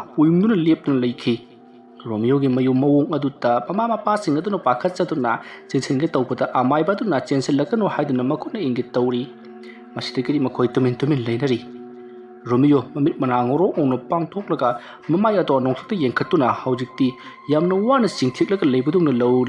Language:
Manipuri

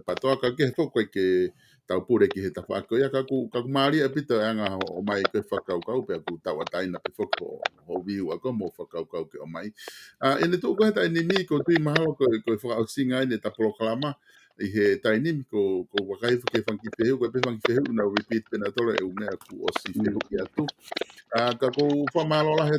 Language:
Tongan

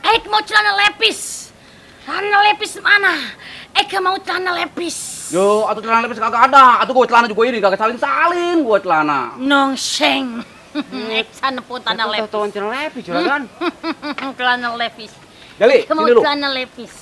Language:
Betawi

